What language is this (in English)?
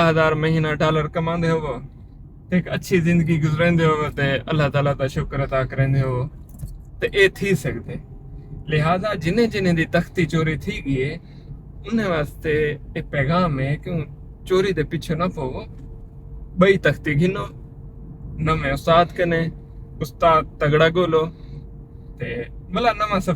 Saraiki